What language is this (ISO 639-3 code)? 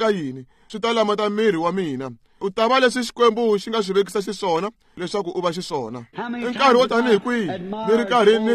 tso